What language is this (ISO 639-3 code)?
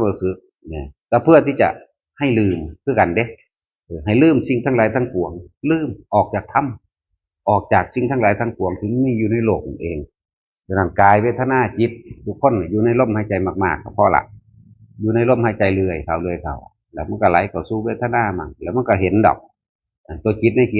tts